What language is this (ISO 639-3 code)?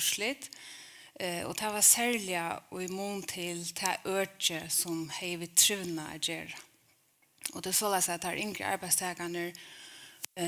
fao